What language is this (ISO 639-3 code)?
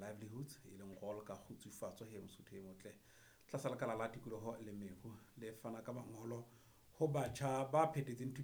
sot